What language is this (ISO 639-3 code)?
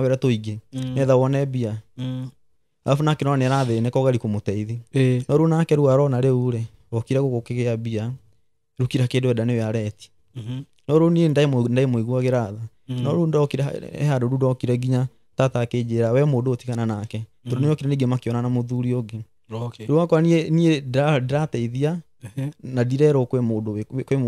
kik